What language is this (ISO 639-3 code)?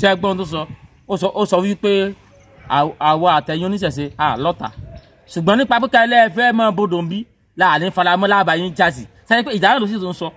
yor